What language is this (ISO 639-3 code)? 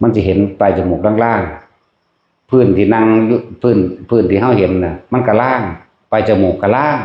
tts